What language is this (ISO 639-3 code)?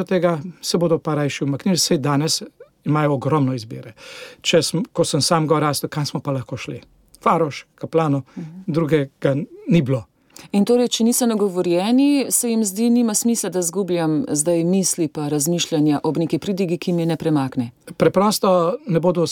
slv